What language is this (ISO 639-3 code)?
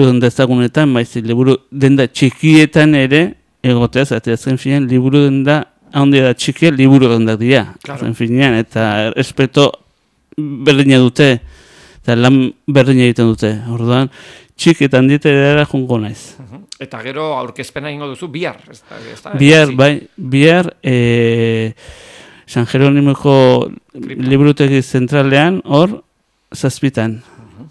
eus